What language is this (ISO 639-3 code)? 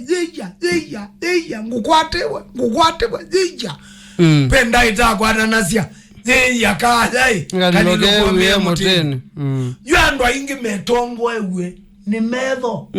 kam